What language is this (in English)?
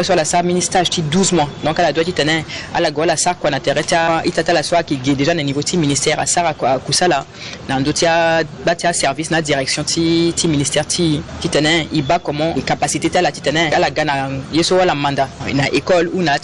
Sango